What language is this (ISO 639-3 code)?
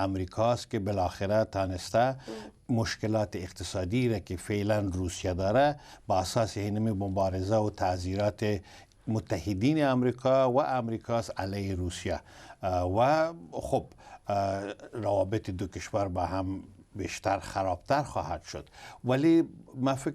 tgk